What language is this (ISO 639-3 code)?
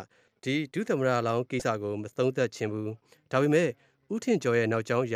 mya